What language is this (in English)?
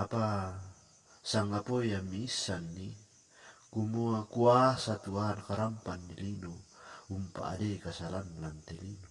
Toraja-Sa'dan